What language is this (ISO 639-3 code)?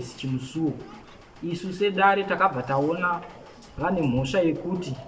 sna